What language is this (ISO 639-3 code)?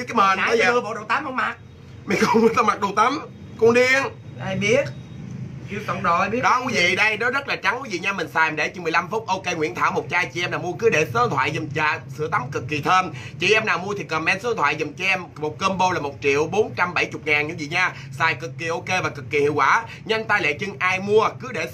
vie